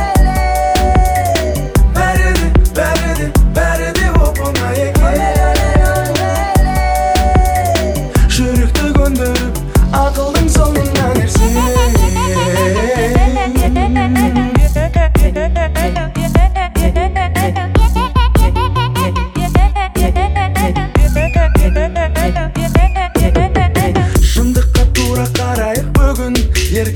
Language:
Kazakh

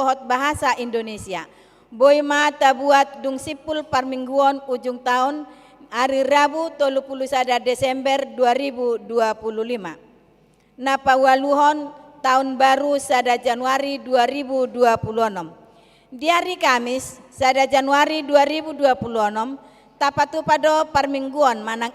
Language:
Batak Toba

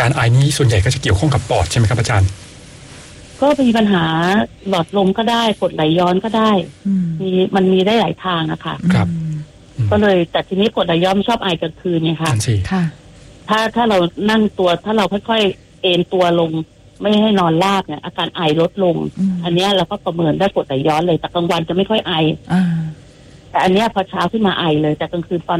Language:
Thai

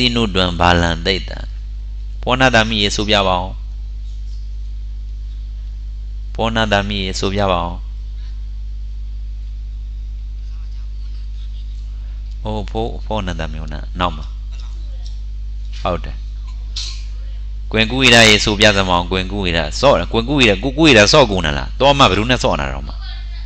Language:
Burmese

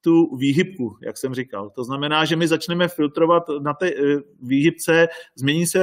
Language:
Czech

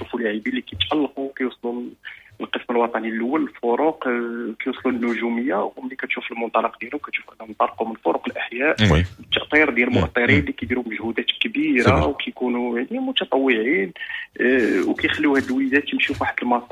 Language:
Moroccan Arabic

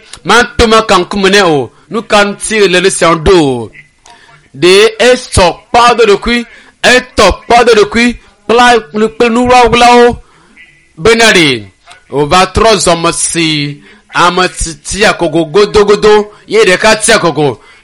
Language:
Ewe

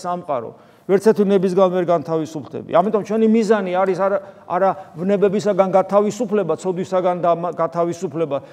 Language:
Georgian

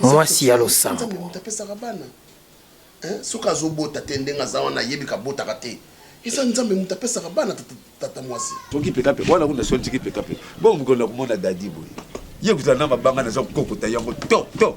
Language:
Lingala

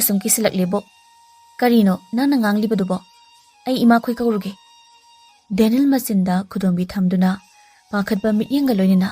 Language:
Manipuri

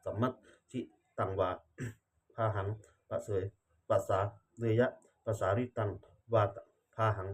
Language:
Pali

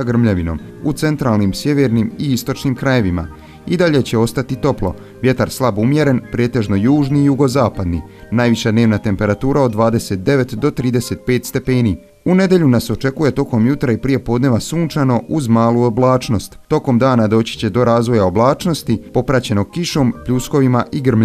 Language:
Bosnian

